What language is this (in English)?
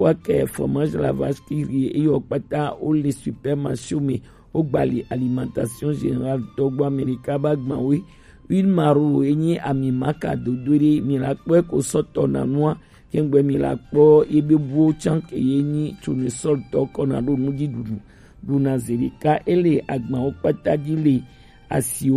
Gen